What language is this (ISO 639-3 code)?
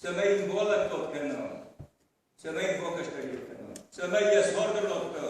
oss